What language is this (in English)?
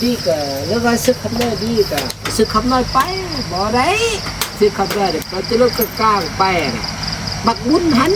Northeastern Thai